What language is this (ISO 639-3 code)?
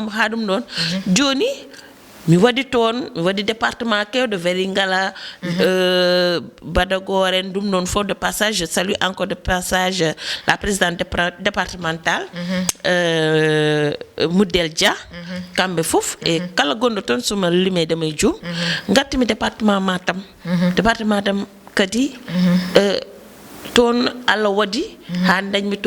ful